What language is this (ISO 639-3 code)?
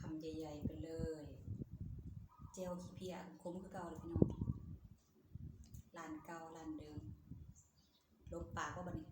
lao